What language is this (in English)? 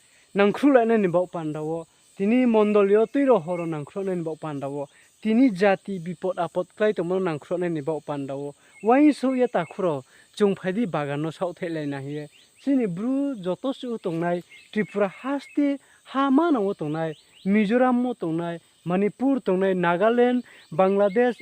Riang (India)